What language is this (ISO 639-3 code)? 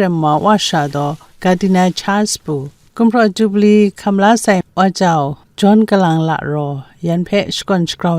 kac